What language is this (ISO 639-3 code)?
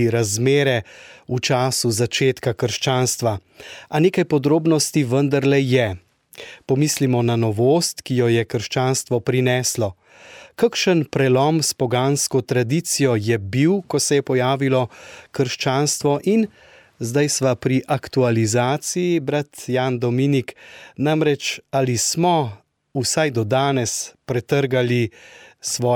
slv